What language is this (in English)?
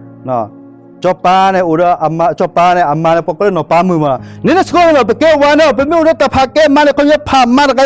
S'gaw Karen